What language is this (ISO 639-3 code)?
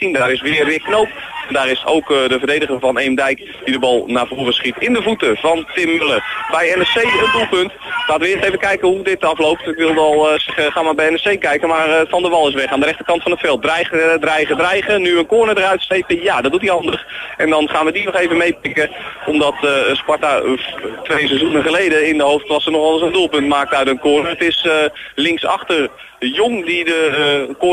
nld